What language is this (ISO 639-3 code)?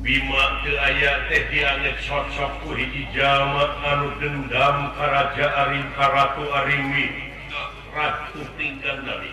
sun